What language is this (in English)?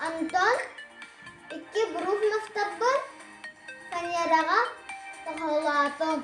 Yakut